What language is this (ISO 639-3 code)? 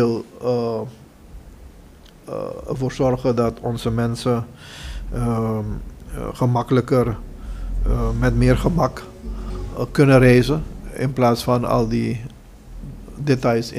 nld